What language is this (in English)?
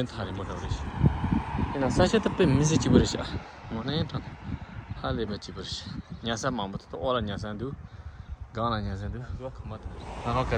Tibetan